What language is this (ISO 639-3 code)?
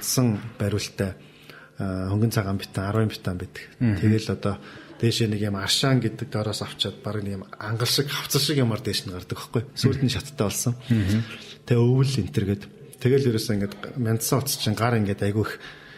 mon